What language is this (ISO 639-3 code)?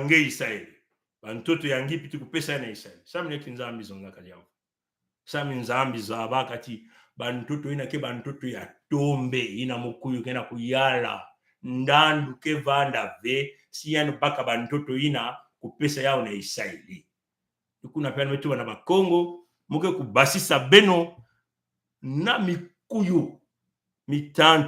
mkw